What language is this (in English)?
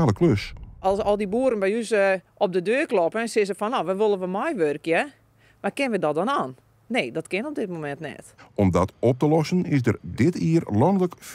Western Frisian